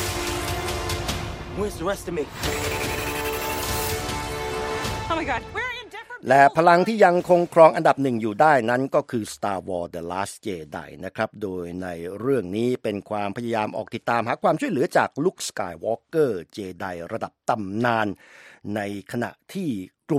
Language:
Thai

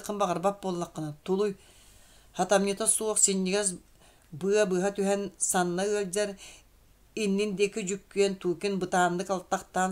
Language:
Yakut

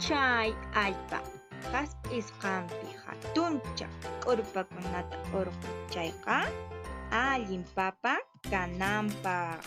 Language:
Quechua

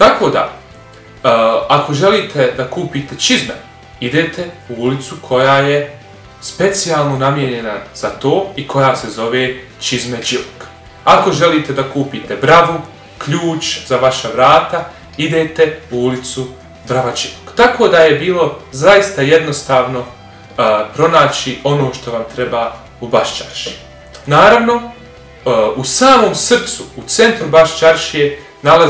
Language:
Bosnian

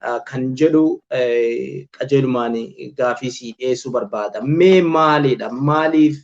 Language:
Oromo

